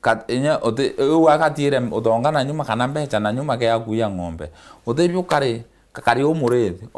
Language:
Meru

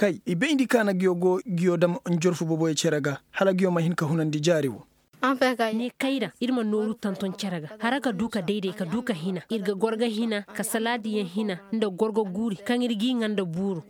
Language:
Koyraboro Senni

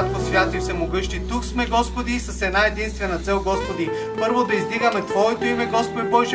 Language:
Bulgarian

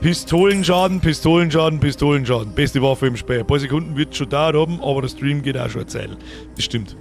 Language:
Bavarian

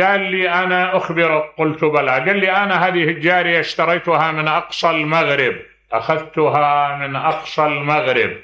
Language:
Mesopotamian Arabic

